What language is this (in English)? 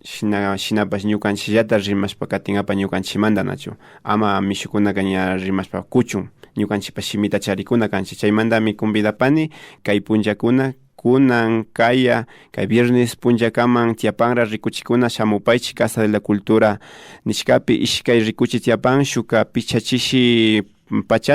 Imbabura Highland Quichua